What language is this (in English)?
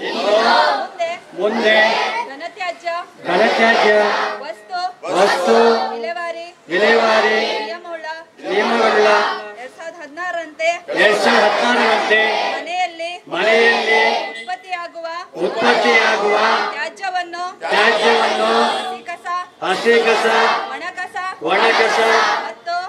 Kannada